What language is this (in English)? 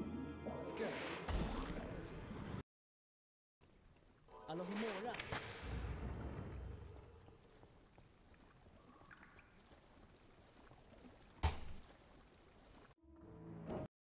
Swedish